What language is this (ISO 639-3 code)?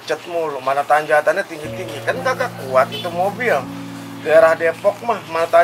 bew